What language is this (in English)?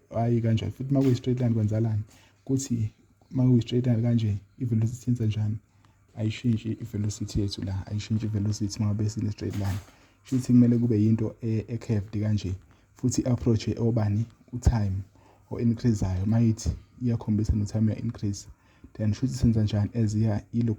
Zulu